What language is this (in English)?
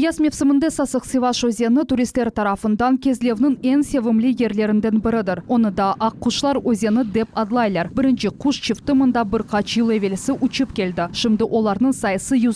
Crimean Tatar